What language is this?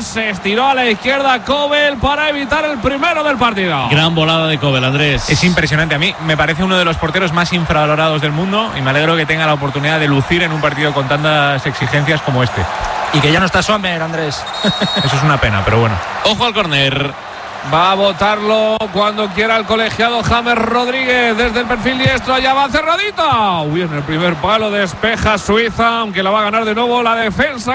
Spanish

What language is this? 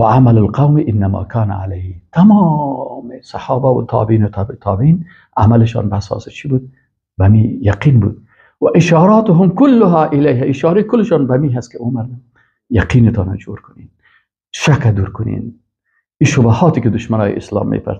Persian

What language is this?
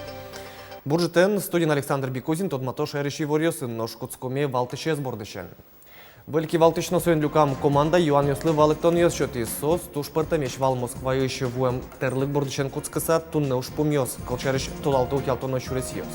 Udmurt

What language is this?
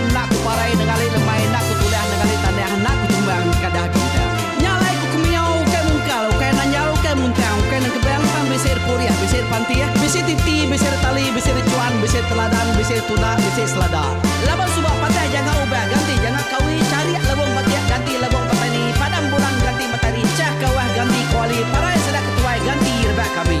Iban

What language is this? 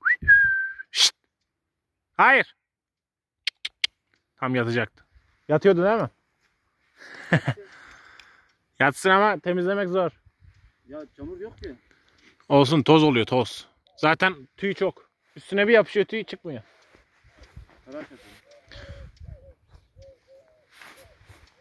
Turkish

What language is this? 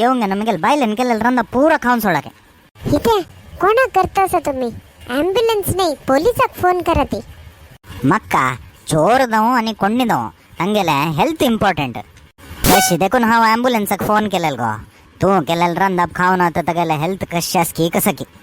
Konkani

